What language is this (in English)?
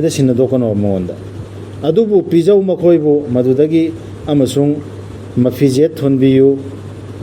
Manipuri